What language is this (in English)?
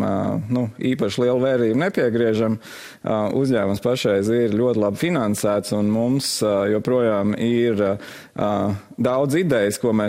Latvian